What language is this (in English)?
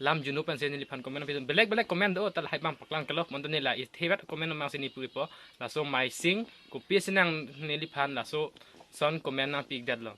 Karbi